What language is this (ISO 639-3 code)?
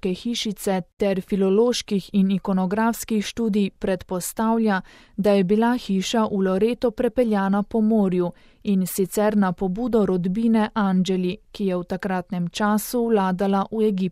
slv